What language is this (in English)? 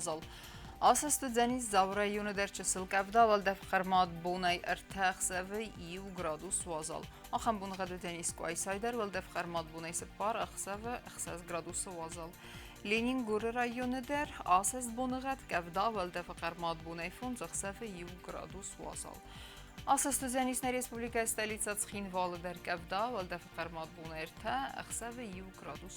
Ossetic